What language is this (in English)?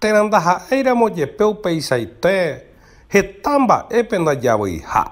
Guarani